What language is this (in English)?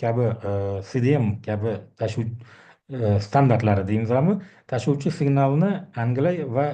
Uzbek